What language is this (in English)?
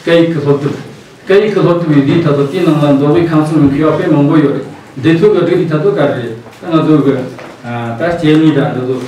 Tibetan